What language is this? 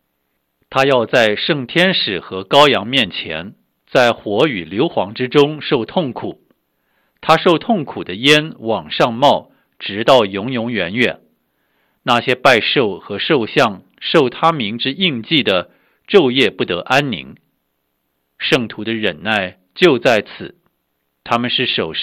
Chinese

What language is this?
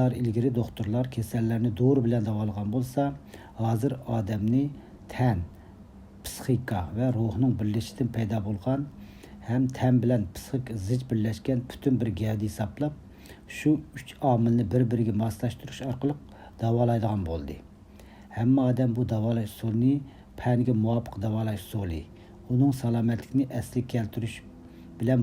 Uyghur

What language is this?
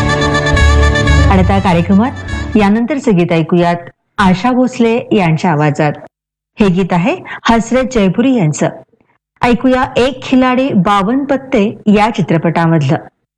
Marathi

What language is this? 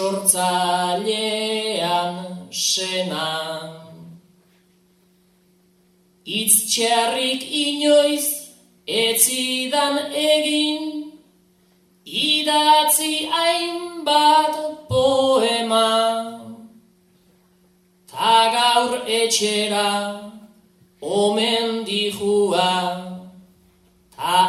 Basque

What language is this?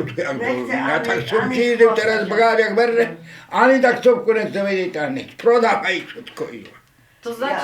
Rusyn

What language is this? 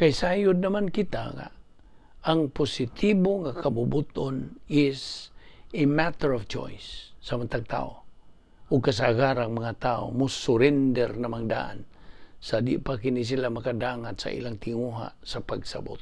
Cebuano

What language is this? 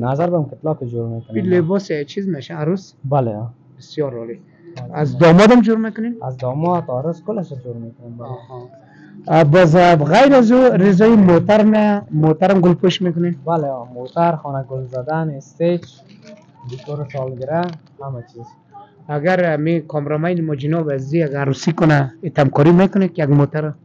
Persian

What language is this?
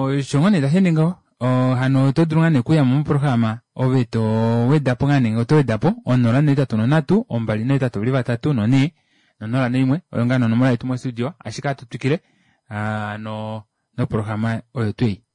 Kuanyama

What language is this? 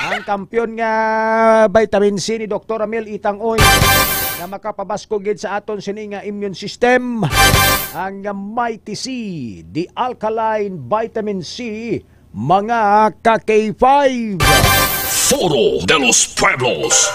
Hiligaynon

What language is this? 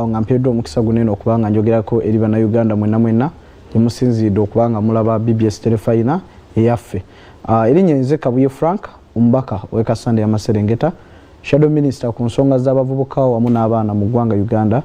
Ganda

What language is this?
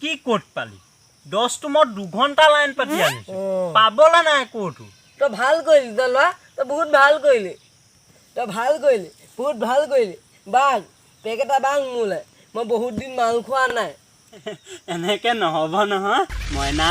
Assamese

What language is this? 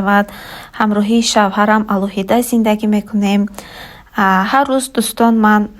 Tajik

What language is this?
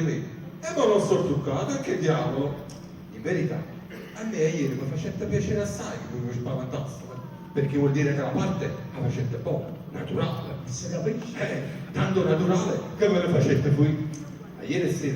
Neapolitan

